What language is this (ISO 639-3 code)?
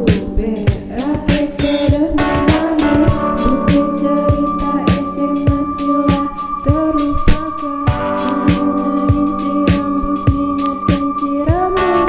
btx